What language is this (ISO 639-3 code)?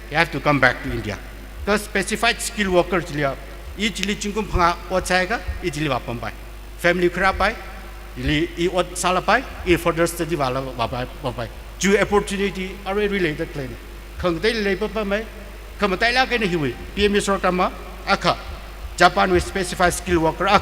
nmf